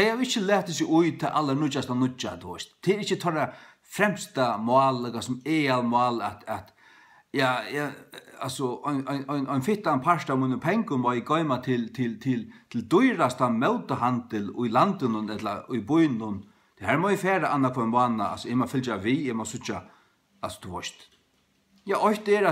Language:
Faroese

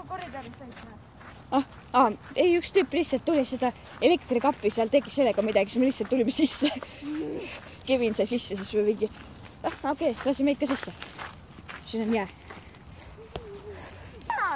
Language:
Estonian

